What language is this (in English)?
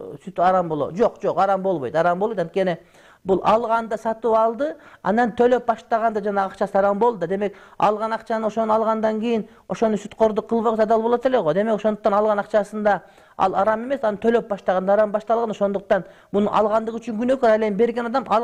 Kyrgyz